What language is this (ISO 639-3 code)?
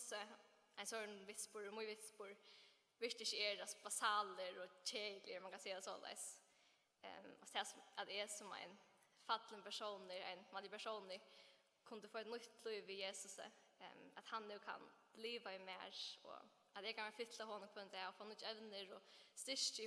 fao